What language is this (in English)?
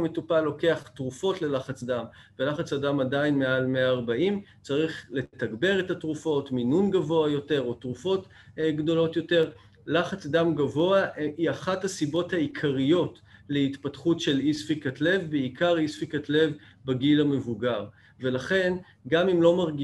Hebrew